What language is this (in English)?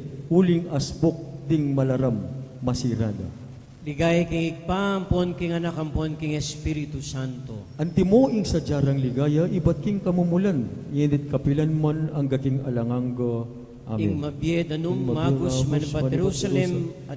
Pampanga